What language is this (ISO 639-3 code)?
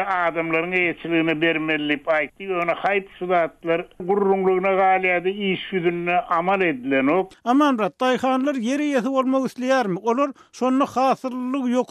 tuk